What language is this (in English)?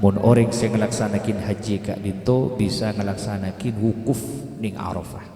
Madurese